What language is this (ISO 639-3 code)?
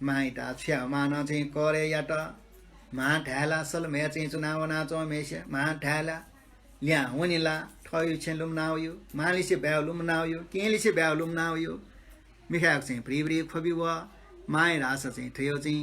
new